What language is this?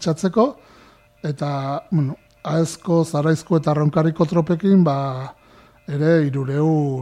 Basque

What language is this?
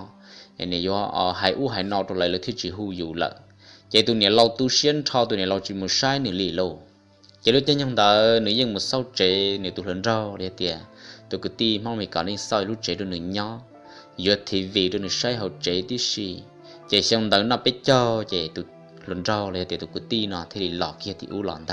Hmong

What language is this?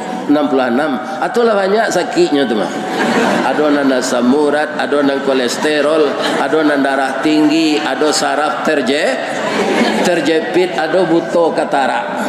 Minangkabau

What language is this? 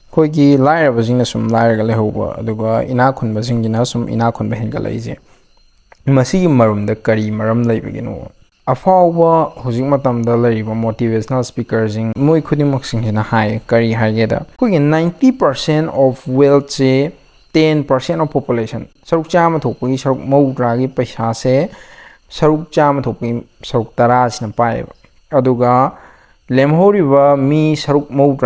Manipuri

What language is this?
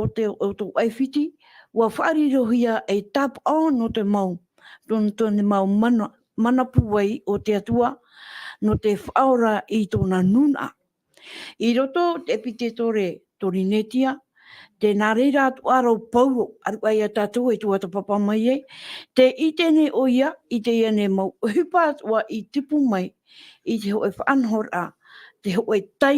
Tahitian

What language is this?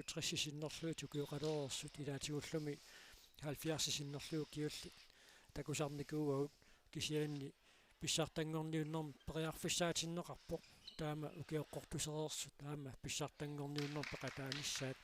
Kalaallisut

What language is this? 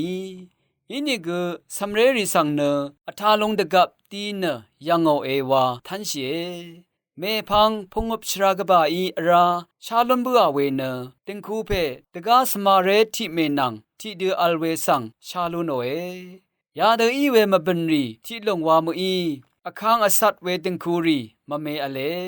Rawang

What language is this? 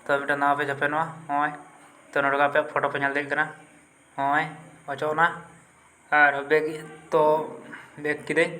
Santali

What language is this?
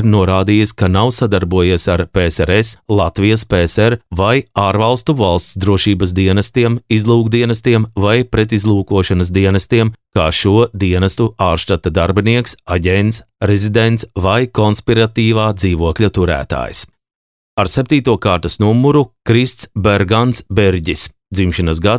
Latvian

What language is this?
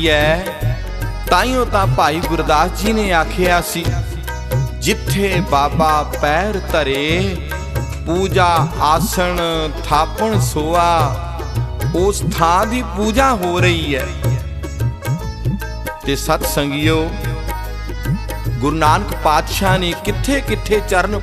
Punjabi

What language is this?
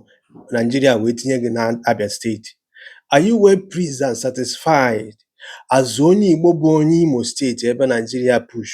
Igbo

